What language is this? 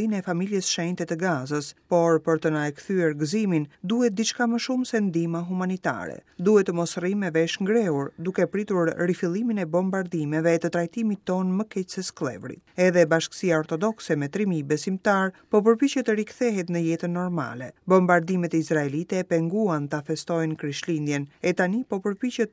Albanian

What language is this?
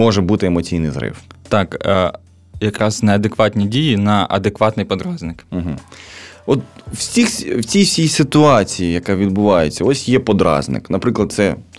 Ukrainian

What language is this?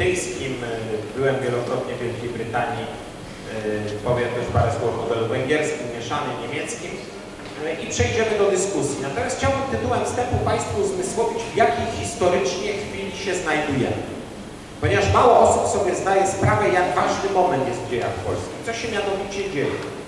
Polish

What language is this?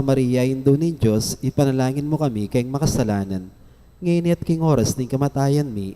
Pampanga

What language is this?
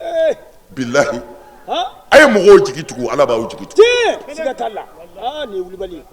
Bambara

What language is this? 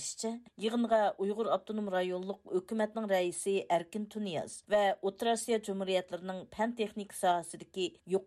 Uyghur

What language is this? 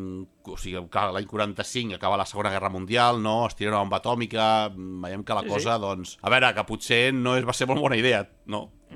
Catalan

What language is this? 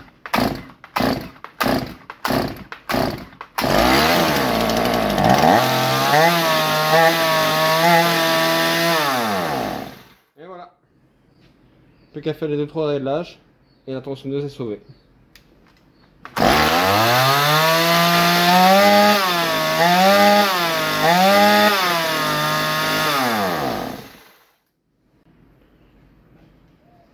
French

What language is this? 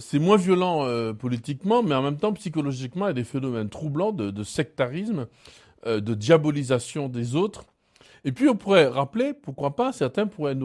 French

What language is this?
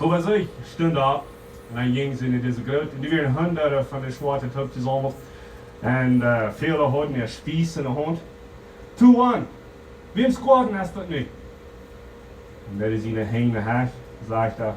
Plautdietsch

